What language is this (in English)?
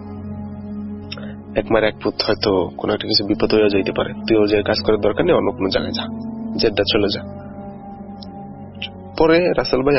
Bangla